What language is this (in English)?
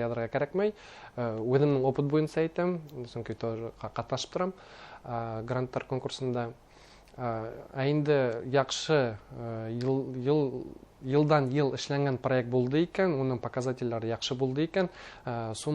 Bashkir